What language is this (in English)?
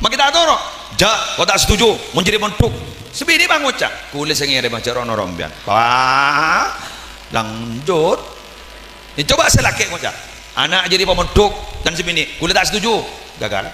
Madurese